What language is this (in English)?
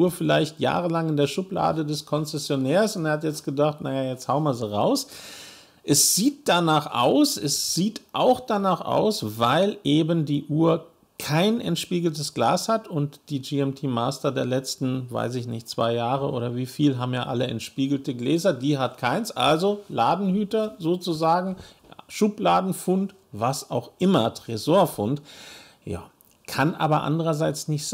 German